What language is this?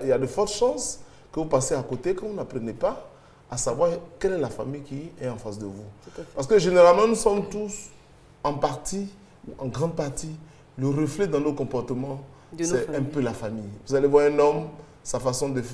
French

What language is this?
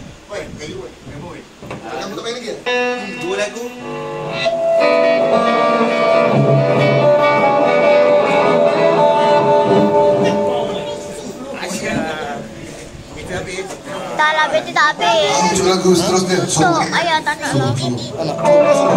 Malay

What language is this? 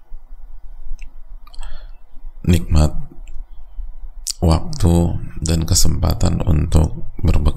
Indonesian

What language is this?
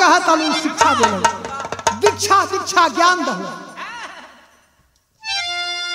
Bhojpuri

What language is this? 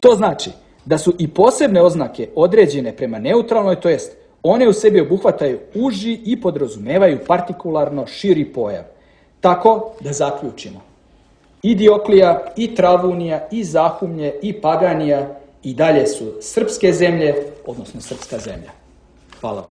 Serbian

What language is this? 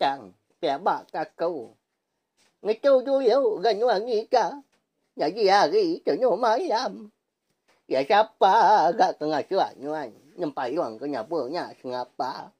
Iban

